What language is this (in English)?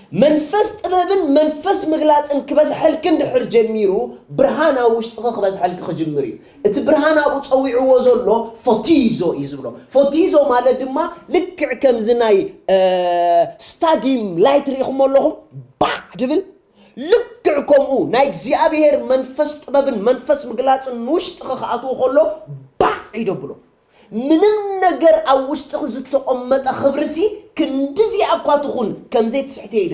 Tigrinya